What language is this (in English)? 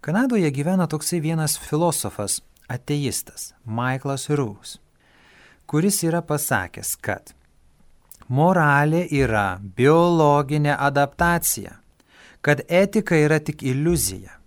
Lithuanian